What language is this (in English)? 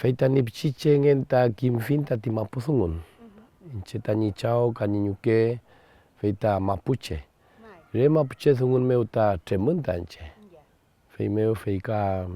Mapuche